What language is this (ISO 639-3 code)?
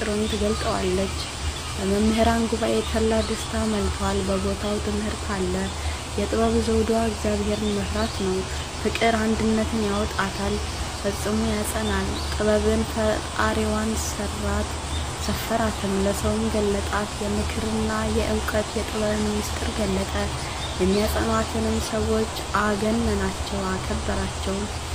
amh